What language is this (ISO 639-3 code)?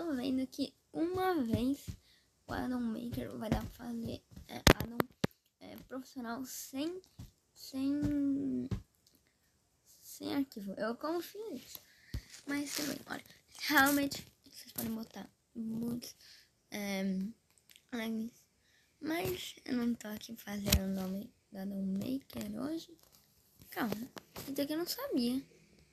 por